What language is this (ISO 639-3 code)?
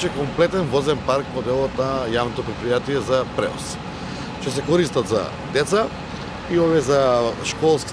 mkd